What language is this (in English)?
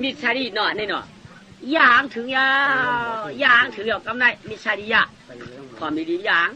Shan